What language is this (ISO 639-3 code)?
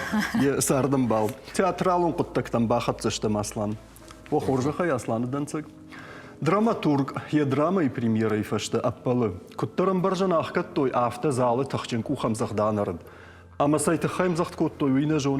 oss